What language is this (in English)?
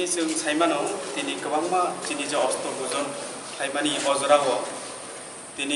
Kok Borok